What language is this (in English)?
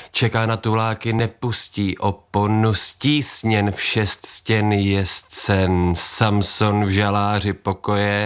Czech